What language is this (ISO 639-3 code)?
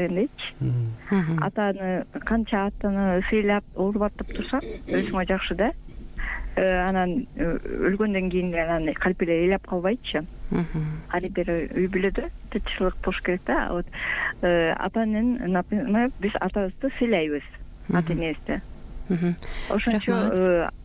kir